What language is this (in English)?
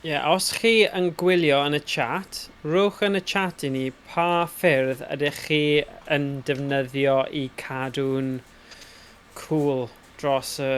Welsh